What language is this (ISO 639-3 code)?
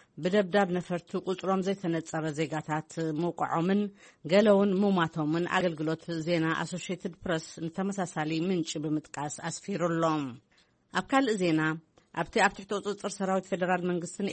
tir